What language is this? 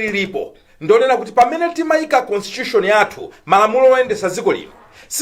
Nyanja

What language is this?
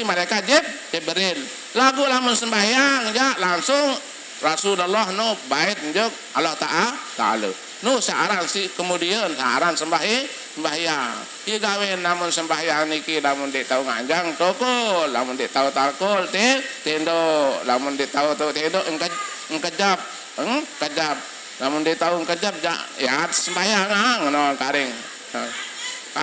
Sasak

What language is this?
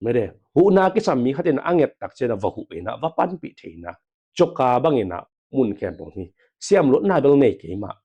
Tedim Chin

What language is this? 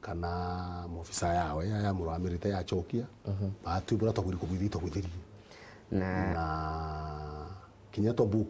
Meru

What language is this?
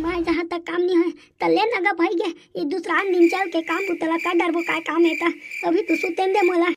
Chhattisgarhi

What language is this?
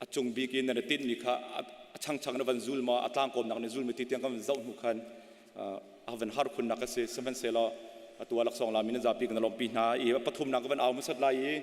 Hakha Chin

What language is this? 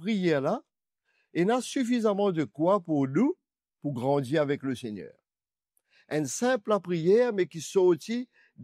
Morisyen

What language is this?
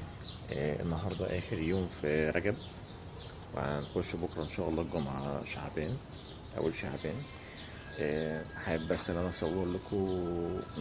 Egyptian Arabic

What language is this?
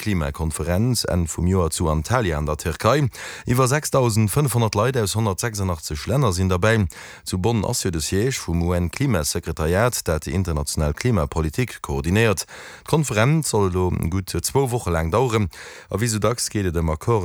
Luxembourgish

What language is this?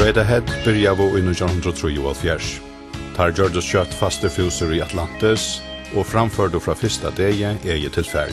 Faroese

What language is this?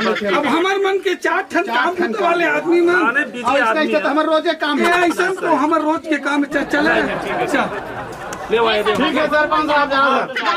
Chhattisgarhi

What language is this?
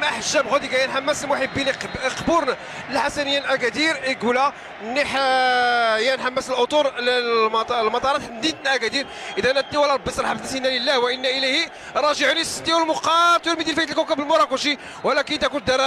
Moroccan Arabic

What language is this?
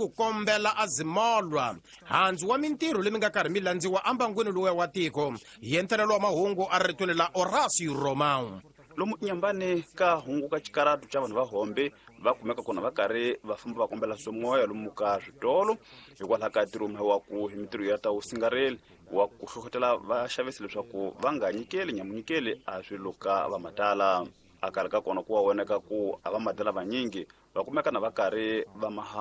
Tsonga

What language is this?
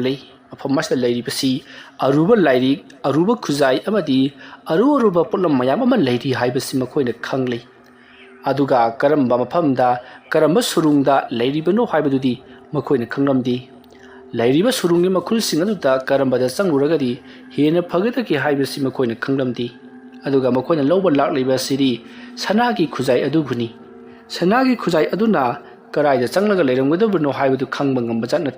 Manipuri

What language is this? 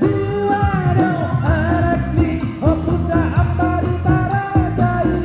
Batak Toba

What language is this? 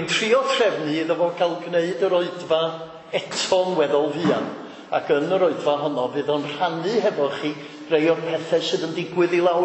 Welsh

